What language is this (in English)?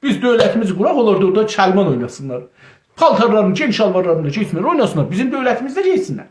South Azerbaijani